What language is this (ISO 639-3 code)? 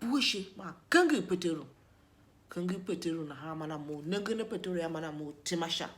tiv